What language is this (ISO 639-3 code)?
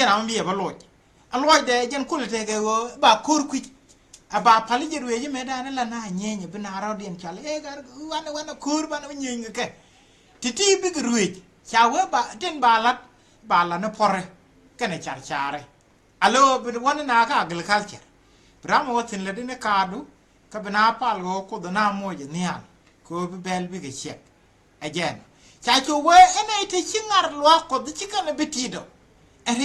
nus